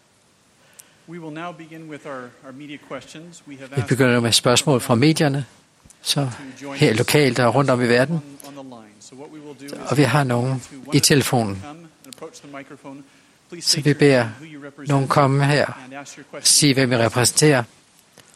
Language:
Danish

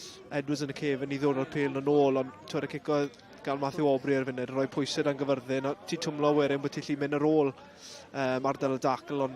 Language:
Welsh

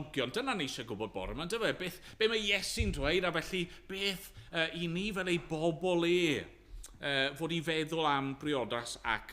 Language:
Welsh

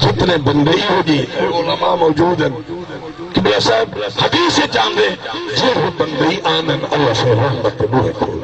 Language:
Saraiki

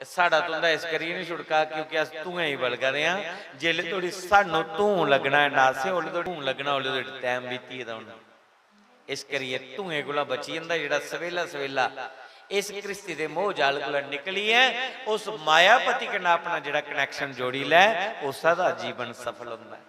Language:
Dogri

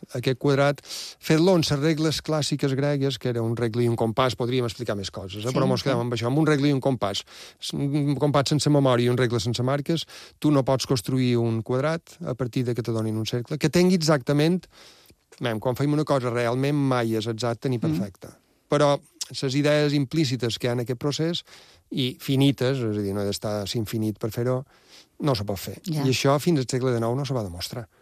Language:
Catalan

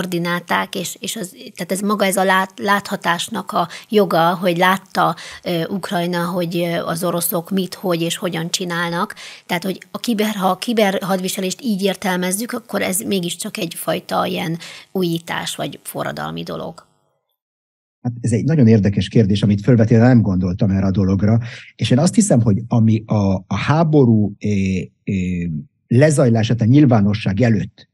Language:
Hungarian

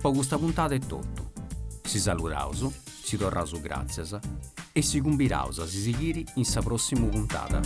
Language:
Sardinian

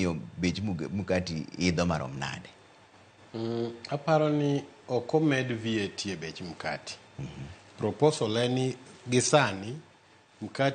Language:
Luo (Kenya and Tanzania)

